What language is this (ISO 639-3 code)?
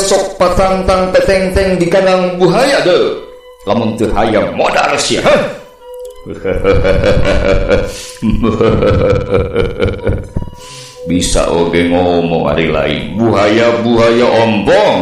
sun